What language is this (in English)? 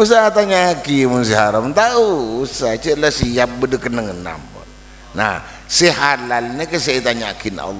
Madurese